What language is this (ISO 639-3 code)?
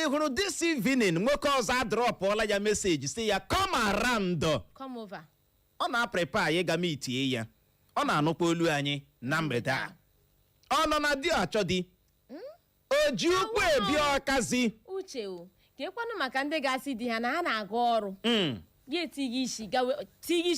ibo